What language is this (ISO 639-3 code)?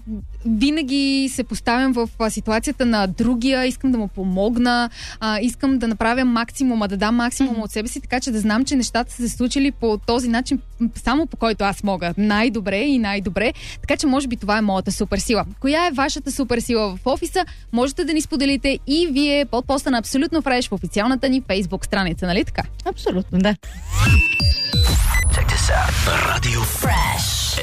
bul